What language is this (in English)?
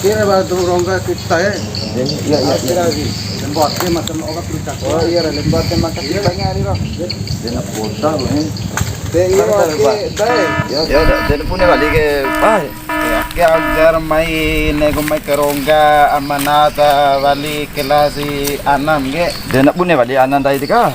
Bima